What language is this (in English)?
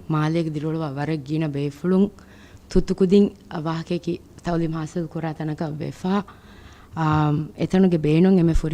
Divehi